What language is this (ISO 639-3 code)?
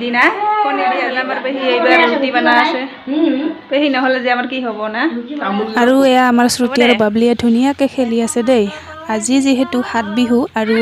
asm